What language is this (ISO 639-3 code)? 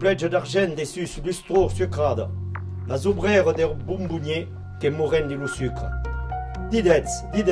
oci